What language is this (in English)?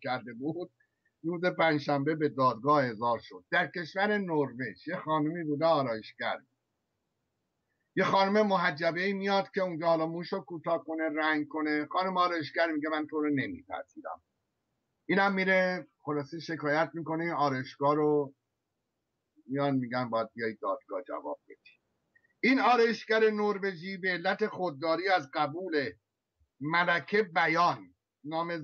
Persian